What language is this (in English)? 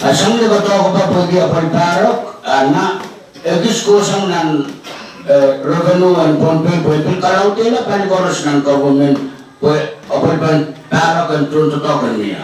Pohnpeian